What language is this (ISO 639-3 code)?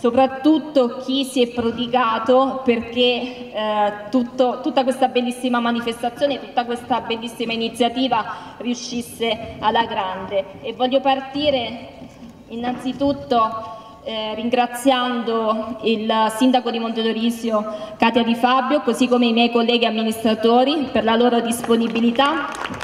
ita